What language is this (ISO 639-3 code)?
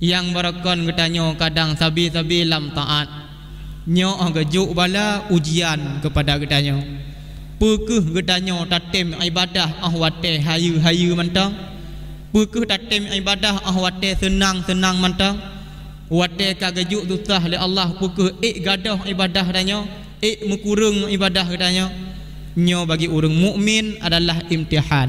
ace